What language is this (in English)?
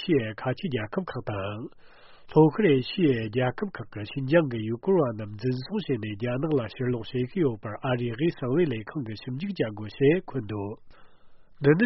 Tibetan